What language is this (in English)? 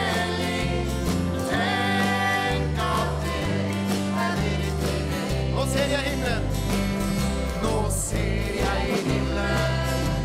Norwegian